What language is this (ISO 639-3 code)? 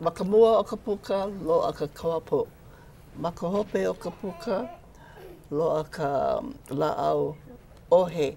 haw